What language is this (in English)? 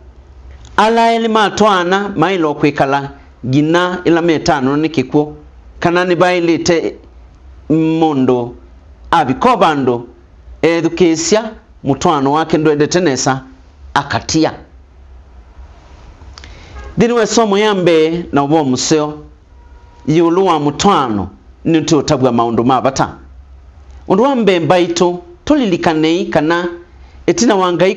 Kamba